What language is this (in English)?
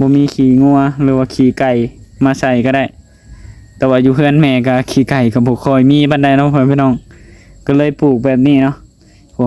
Lao